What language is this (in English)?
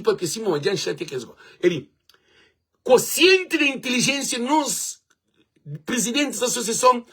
Kabuverdianu